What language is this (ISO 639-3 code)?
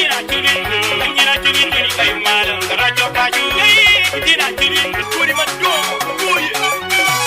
ach